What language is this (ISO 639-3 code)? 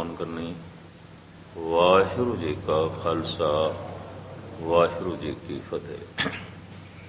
pan